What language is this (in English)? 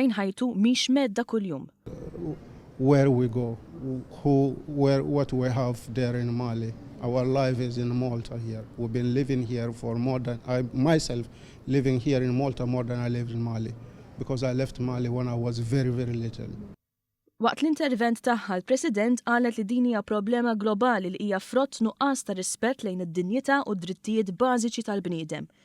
Maltese